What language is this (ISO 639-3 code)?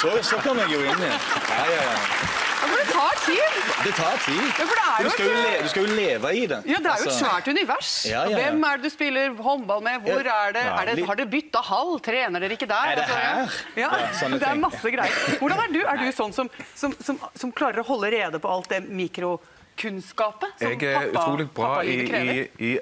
nor